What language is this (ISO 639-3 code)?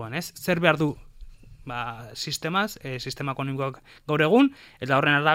eus